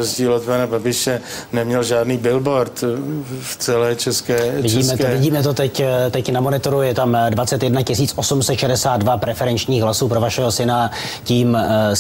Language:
Czech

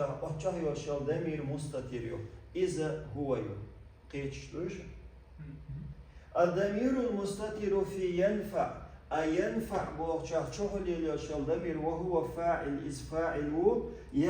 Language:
Chechen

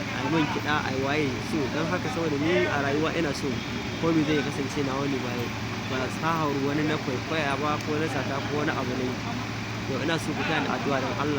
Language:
Hausa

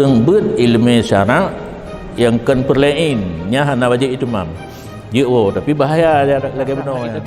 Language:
Achinese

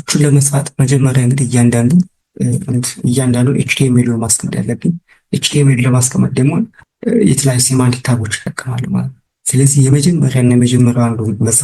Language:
Amharic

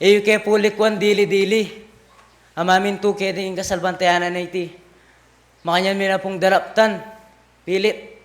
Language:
Pampanga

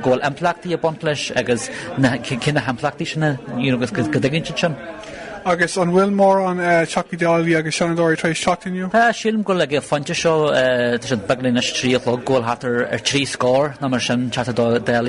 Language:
Irish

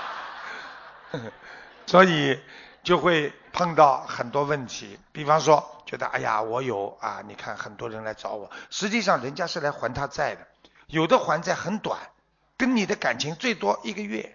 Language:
Chinese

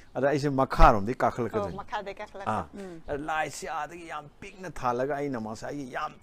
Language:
Manipuri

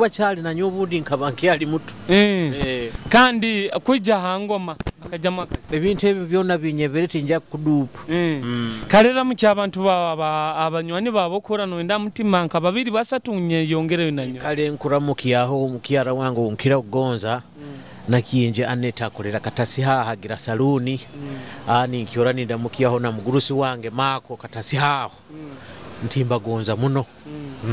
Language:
Nyoro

